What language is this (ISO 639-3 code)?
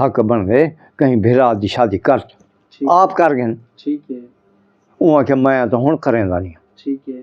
skr